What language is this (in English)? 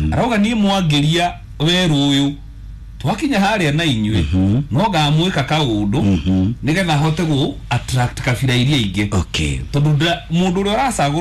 Kikuyu